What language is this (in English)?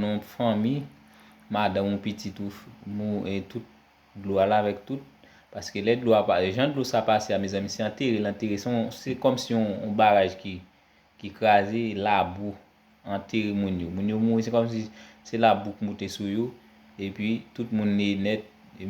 Haitian Creole